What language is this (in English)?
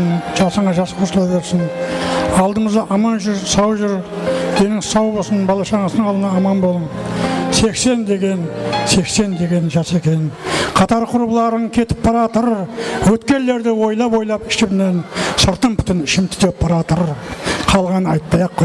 Kara-Kalpak